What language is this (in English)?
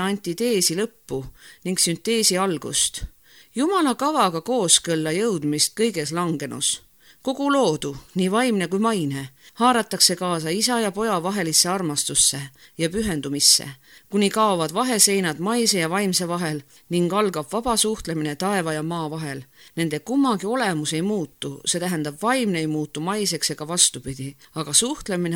Estonian